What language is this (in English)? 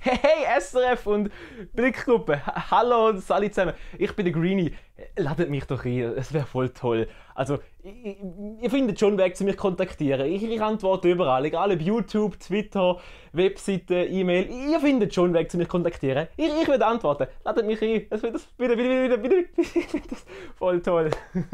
Swiss German